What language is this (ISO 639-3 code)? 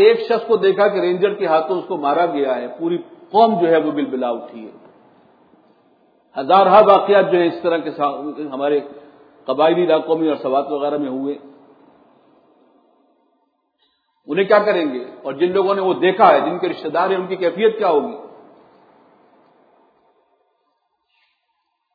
urd